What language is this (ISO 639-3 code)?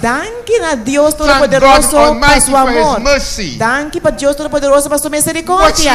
pap